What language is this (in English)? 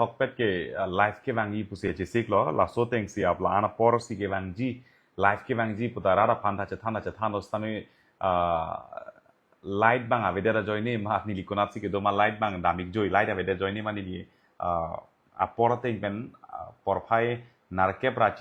Karbi